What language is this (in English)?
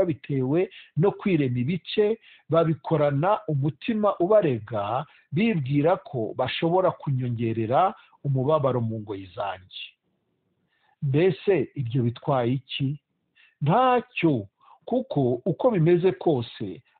Kinyarwanda